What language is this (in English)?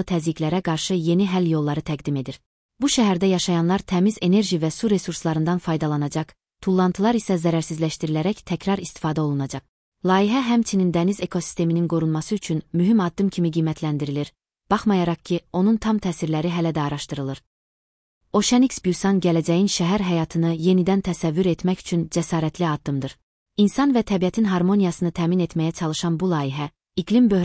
Azerbaijani